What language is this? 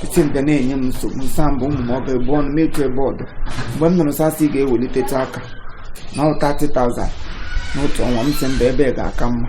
Igbo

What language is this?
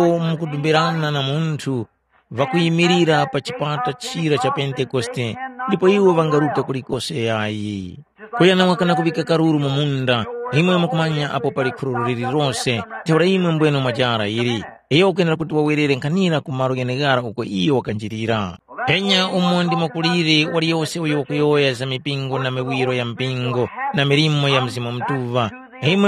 Tumbuka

